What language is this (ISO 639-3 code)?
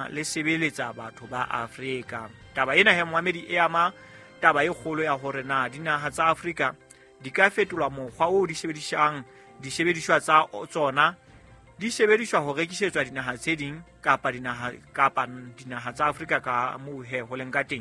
sot